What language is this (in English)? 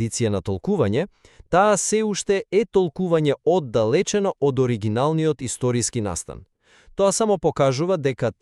Macedonian